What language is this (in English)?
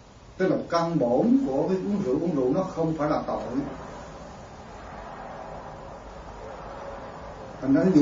Vietnamese